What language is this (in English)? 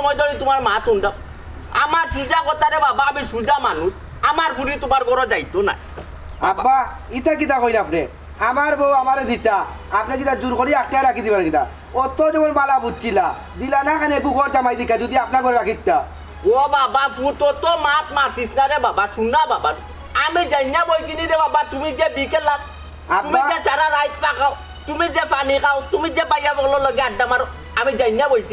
Sylheti